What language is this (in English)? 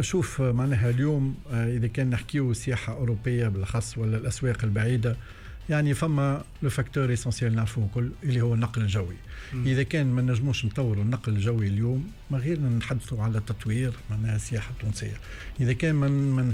Tunisian Arabic